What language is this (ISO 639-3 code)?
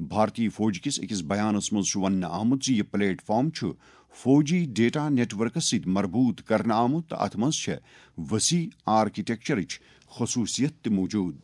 kas